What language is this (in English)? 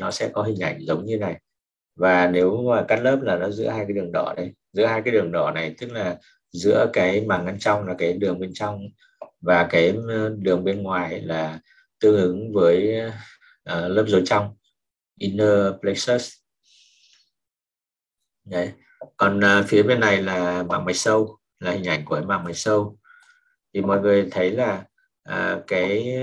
Vietnamese